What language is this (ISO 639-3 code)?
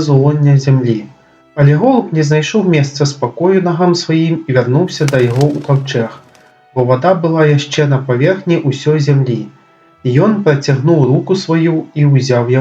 bel